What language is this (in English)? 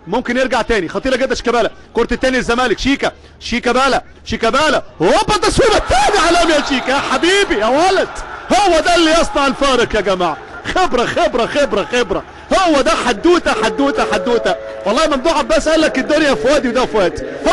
Egyptian Arabic